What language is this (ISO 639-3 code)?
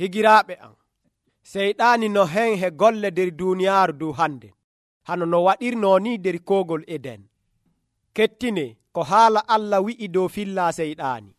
fuv